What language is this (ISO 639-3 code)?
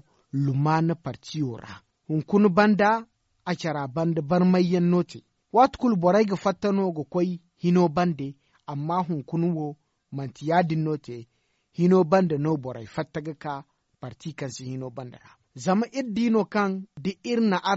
dje